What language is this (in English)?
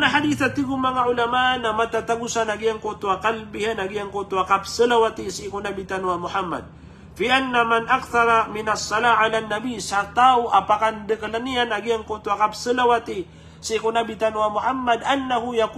Maranao